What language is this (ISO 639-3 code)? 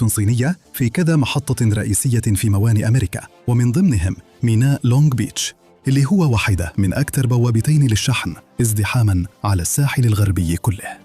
arz